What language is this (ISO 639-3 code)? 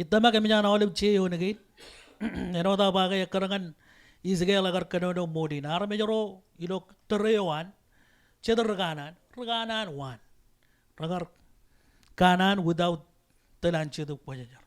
mah